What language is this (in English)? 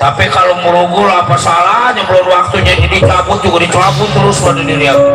Betawi